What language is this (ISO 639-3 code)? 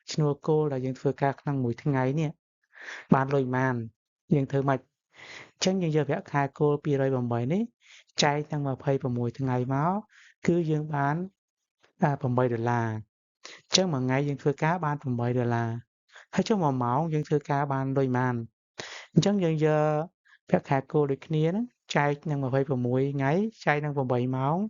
khm